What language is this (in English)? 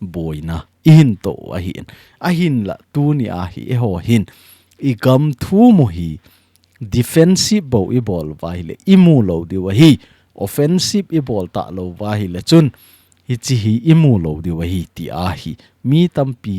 Thado Chin